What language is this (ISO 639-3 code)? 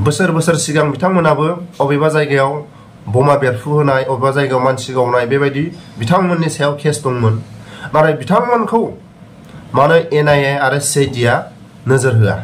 brx